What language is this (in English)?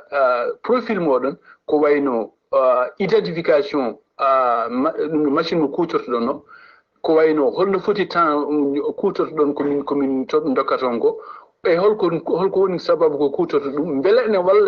Fula